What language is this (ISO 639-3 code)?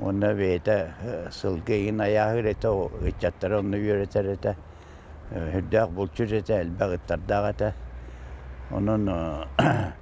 sah